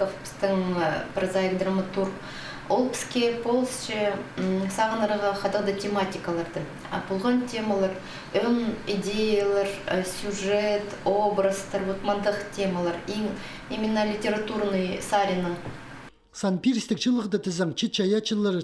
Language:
Khakas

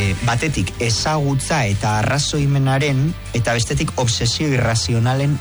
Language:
Basque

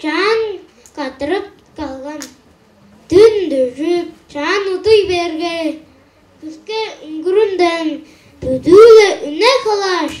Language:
Tuvinian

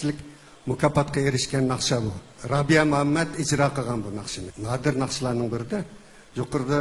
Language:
Uyghur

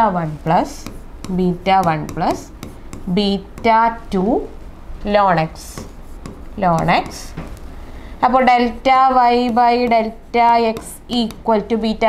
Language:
Malayalam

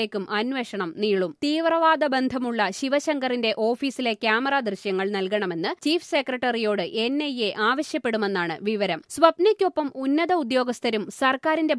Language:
Malayalam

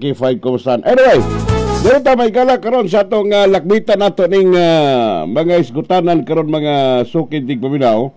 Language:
Cebuano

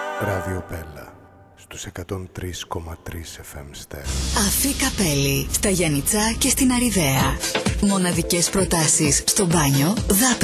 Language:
Greek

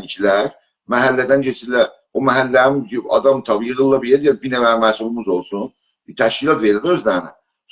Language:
South Azerbaijani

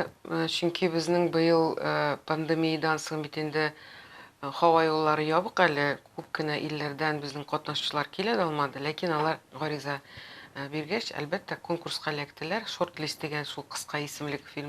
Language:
Tatar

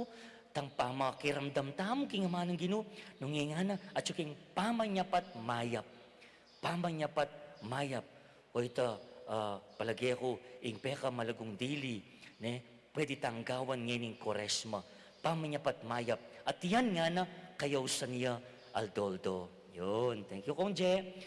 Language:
Pampanga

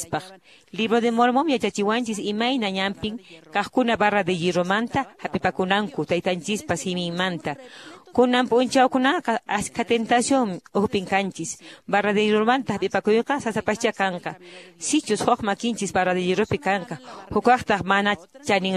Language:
Quechua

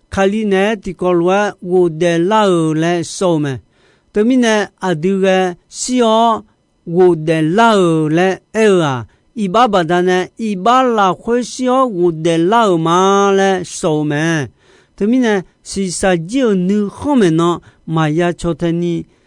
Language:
Akha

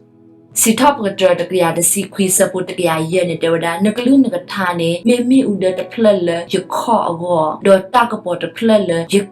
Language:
S'gaw Karen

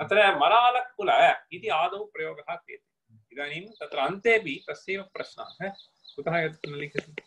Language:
Sanskrit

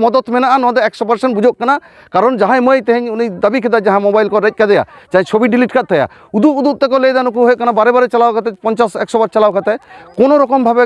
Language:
Santali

